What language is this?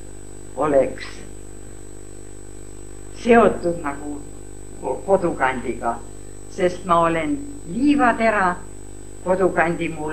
Estonian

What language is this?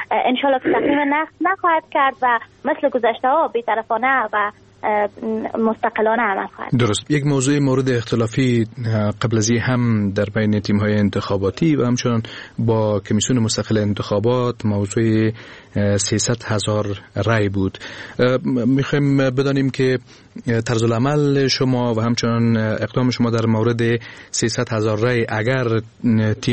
Persian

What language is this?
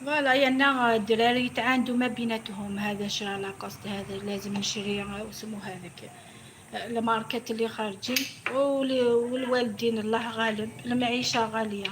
Algerian Arabic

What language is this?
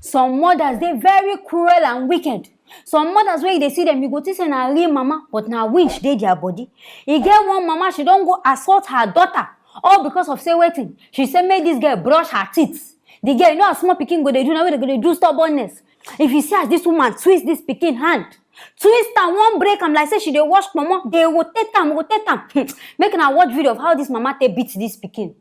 Nigerian Pidgin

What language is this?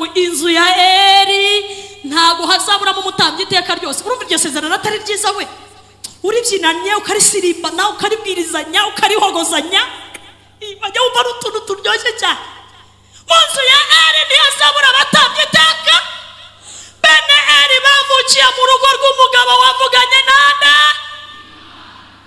Kinyarwanda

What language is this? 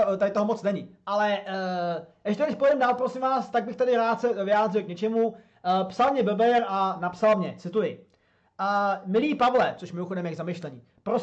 Czech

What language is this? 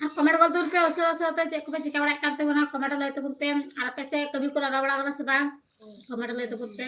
Santali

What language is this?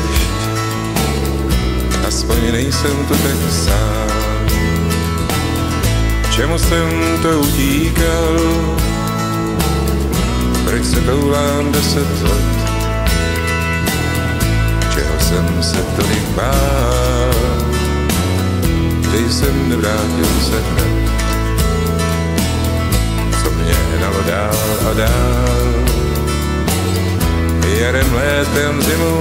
Czech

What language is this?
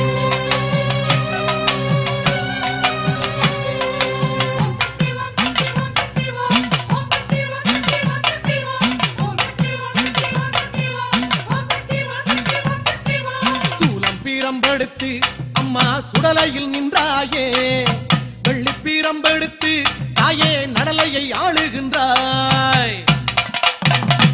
Tamil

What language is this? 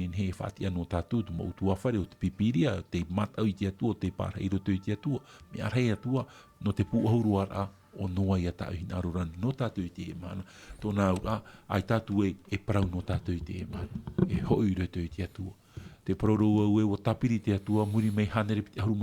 Tahitian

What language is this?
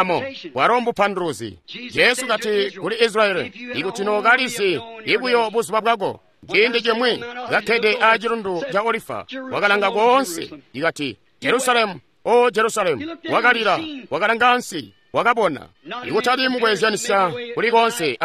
Tonga (Zambia)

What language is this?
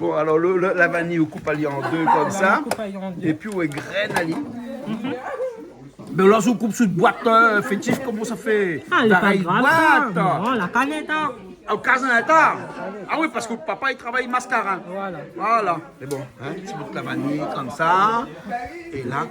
Réunion Creole French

